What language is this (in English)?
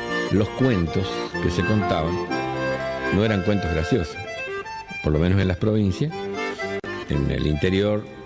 Spanish